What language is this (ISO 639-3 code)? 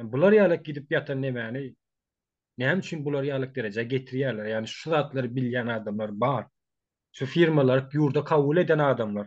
tuk